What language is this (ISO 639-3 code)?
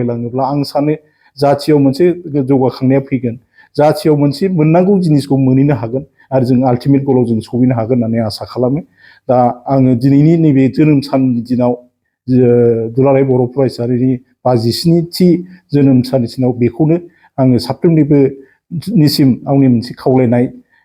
brx